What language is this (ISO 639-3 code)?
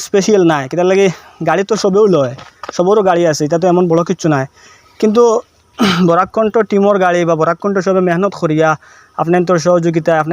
syl